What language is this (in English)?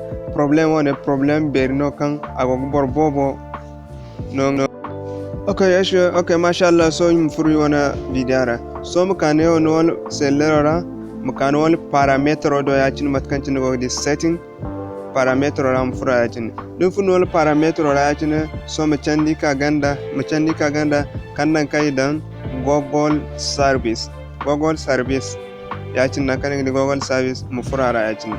Zarma